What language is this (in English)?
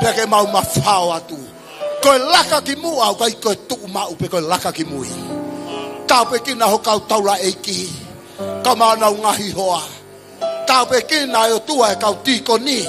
Tongan